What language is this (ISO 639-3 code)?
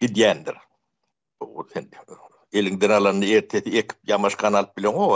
tuk